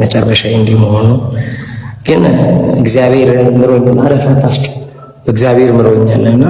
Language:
Amharic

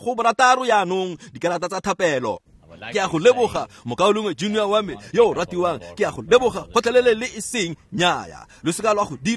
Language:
Tswana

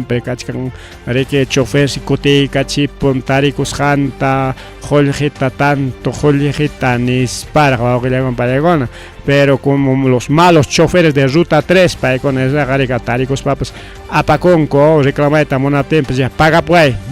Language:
Ayacucho Quechua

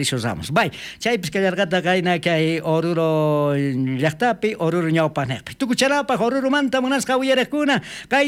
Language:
South Bolivian Quechua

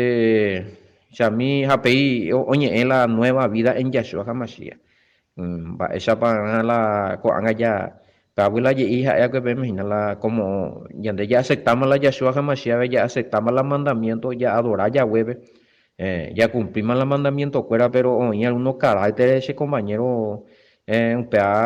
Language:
Guarani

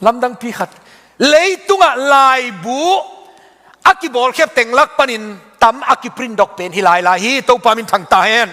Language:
Tedim Chin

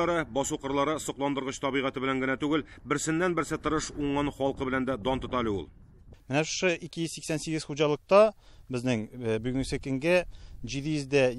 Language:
Tatar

